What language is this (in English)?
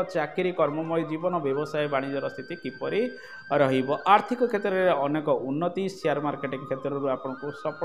Odia